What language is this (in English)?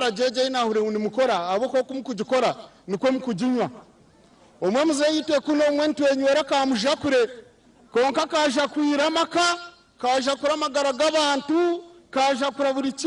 Nyankole